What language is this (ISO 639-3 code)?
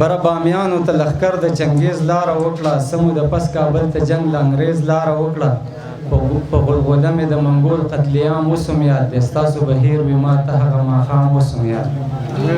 pus